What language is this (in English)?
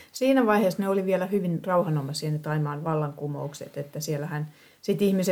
Finnish